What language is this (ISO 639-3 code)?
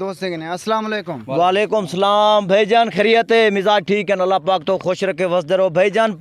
skr